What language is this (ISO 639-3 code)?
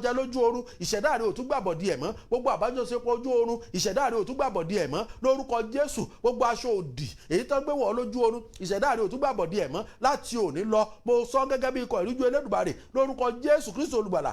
yor